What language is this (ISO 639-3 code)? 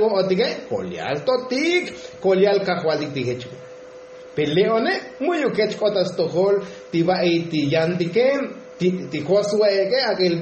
tzo